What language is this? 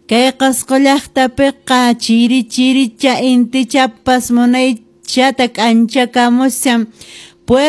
Quechua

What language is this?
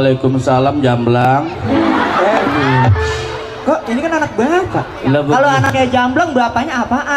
Betawi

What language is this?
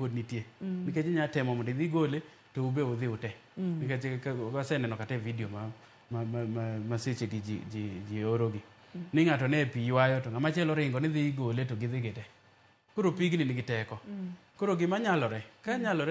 Luo (Kenya and Tanzania)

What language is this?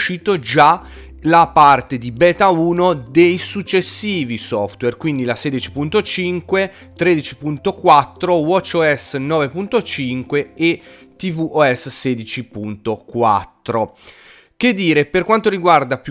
Italian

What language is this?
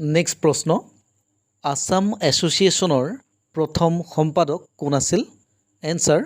Assamese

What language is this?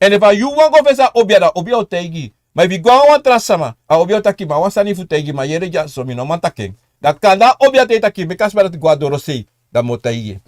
Sranan Tongo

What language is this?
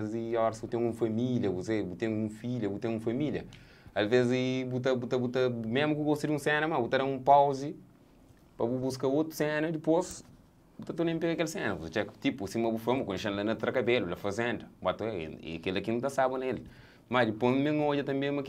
Kabuverdianu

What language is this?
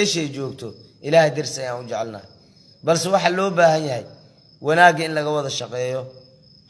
Somali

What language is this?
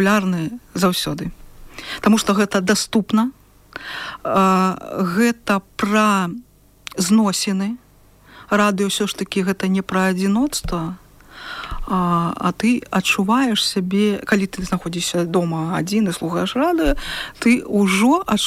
Belarusian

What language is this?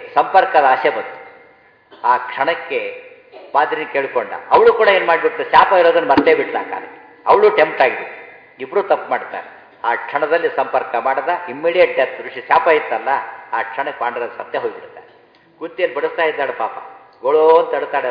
Kannada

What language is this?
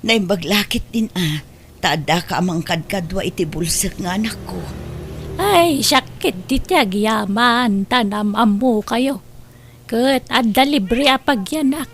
Iloko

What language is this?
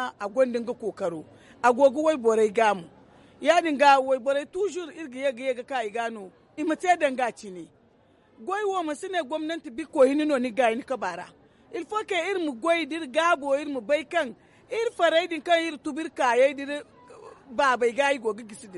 Zarma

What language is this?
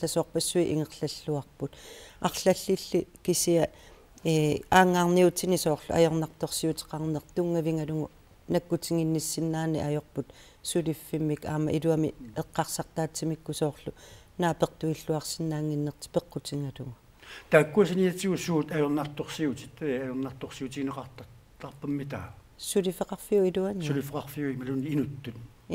Kalaallisut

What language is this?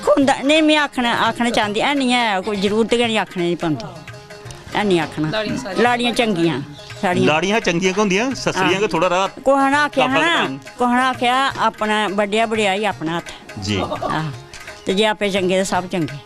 Dogri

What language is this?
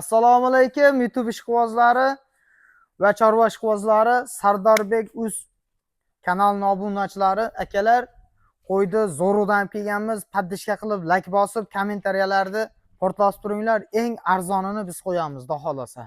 Uzbek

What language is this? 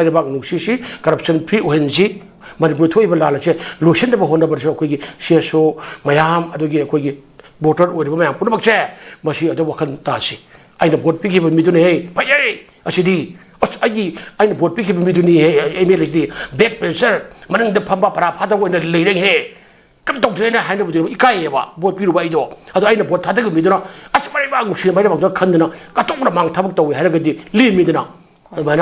Manipuri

